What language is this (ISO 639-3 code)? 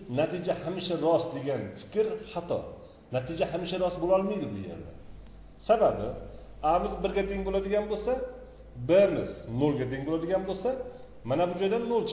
uzb